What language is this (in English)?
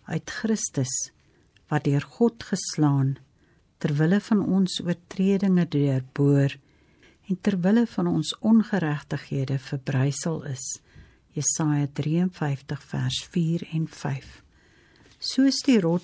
Afrikaans